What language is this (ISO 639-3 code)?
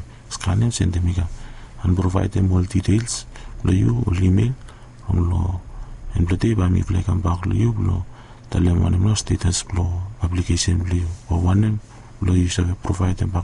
bis